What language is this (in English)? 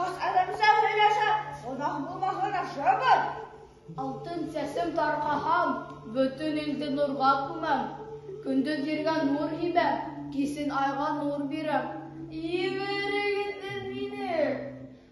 Bashkir